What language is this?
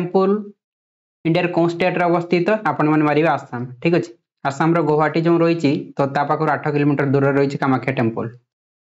Odia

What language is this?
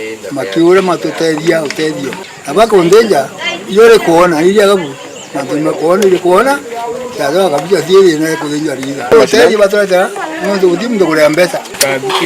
Meru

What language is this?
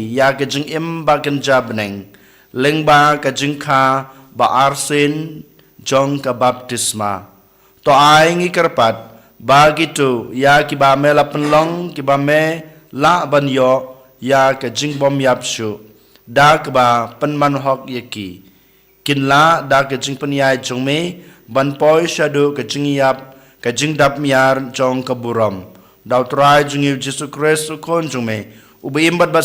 Khasi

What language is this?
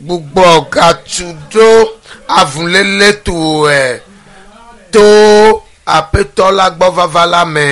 Ewe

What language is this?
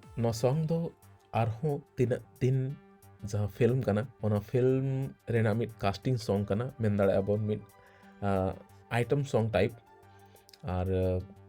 Santali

